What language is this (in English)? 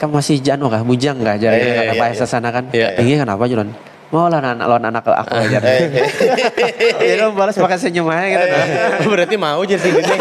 Banjar